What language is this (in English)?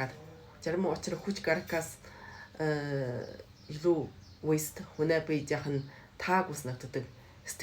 Mongolian